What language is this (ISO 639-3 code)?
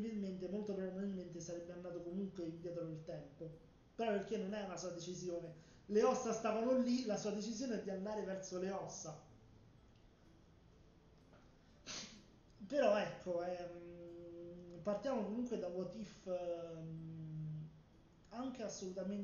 ita